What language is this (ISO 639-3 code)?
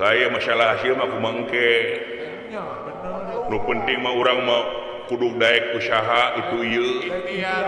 sun